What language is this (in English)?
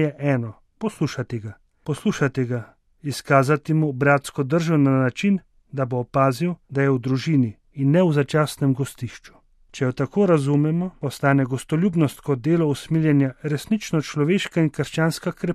Slovenian